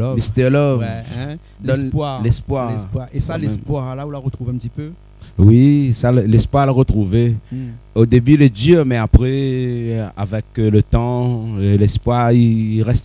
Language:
Réunion Creole French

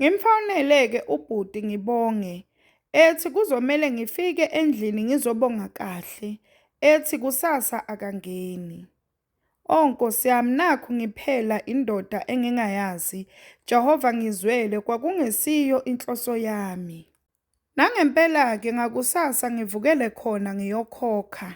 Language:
Zulu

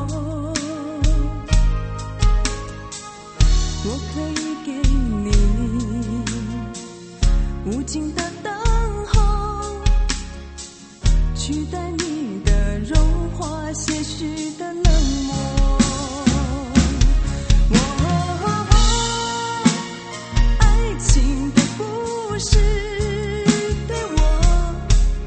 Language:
Chinese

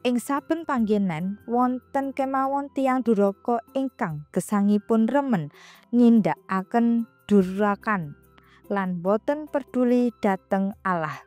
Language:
Javanese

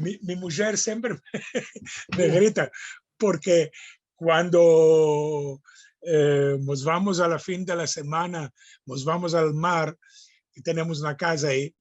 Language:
Ladino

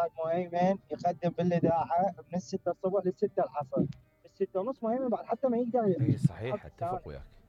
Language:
Mesopotamian Arabic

